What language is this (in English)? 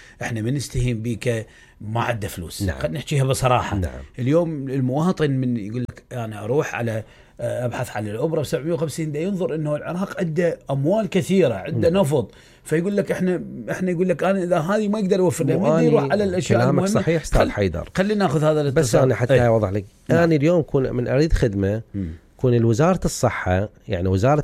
Mesopotamian Arabic